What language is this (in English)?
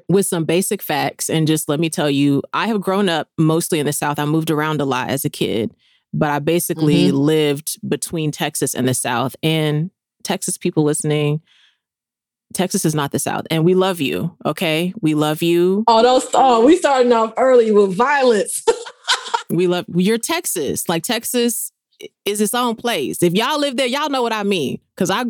English